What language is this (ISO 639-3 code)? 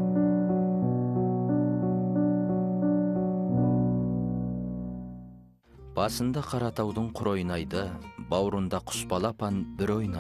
kaz